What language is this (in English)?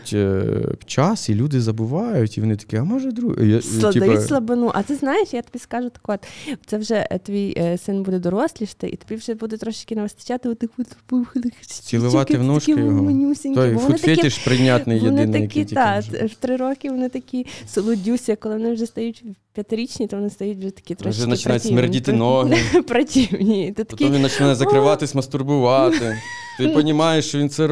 Ukrainian